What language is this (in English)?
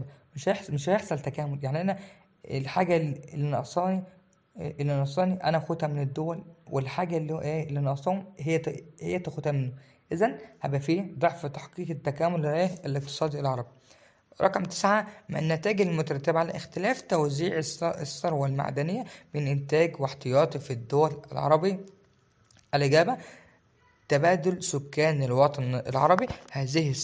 Egyptian Arabic